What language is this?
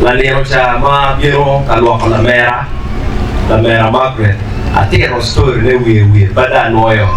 Acoli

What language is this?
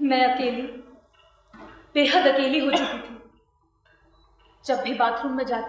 Hindi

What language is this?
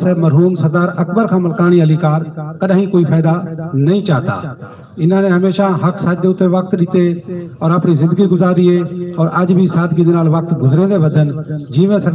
Saraiki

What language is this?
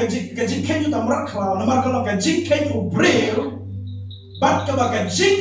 Khasi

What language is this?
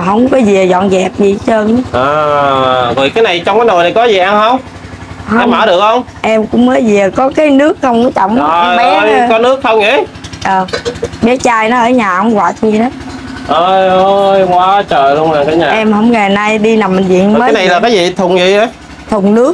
Vietnamese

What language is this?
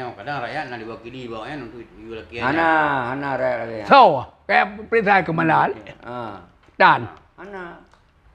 Achinese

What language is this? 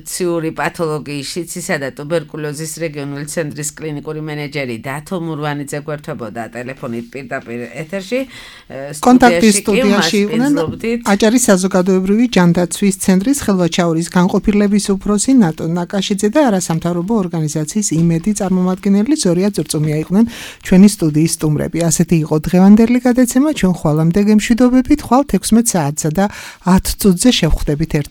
Georgian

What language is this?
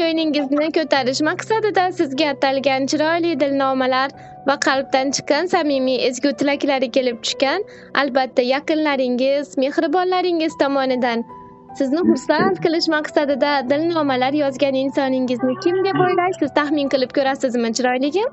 Uzbek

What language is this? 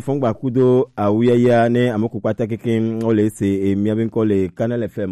Gen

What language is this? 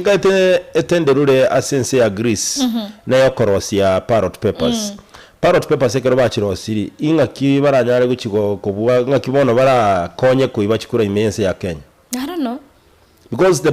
Gusii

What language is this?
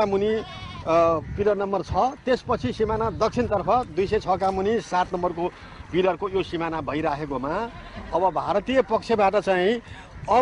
Nepali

